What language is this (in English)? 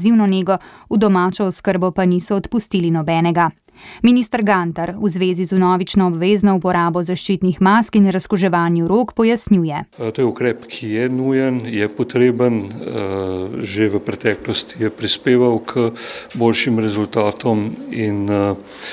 Slovenian